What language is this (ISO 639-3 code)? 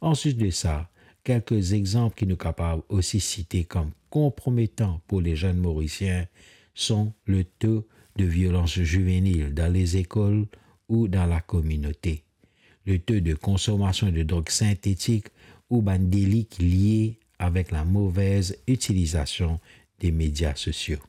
mfe